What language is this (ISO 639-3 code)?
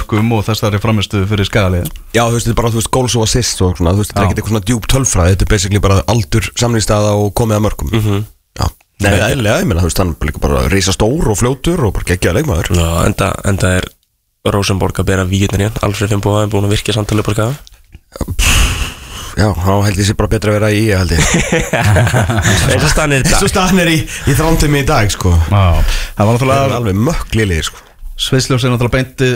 isl